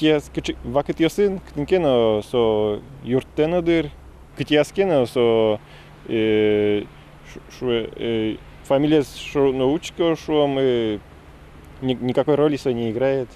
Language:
Udmurt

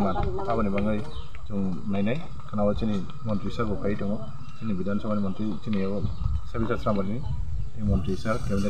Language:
Kok Borok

